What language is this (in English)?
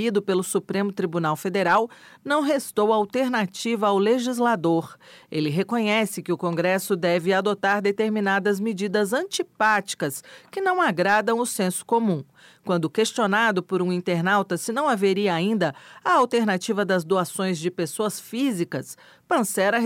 Portuguese